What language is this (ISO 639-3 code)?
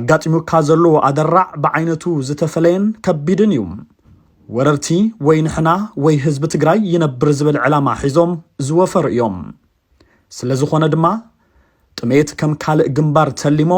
tir